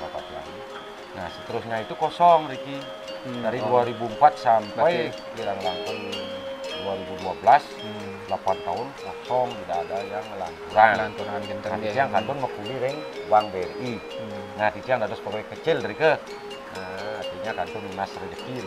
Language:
Balinese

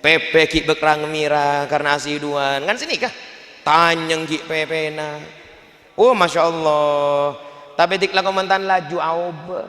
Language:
Madurese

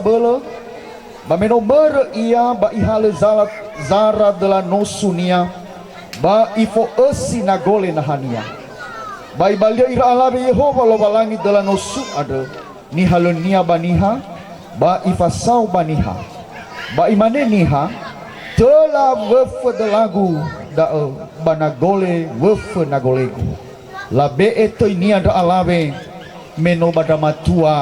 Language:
Nias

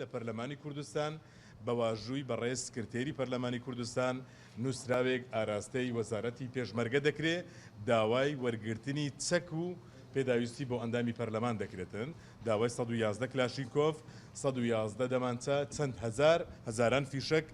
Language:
Central Kurdish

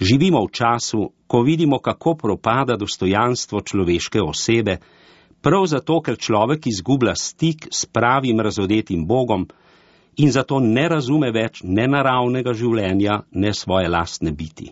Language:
Slovenian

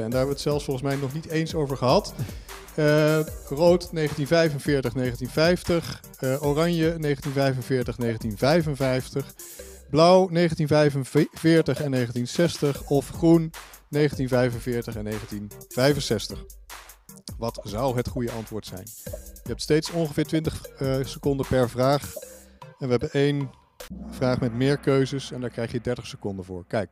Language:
Dutch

